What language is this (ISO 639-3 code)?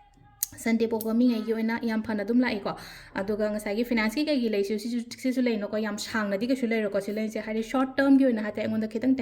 mni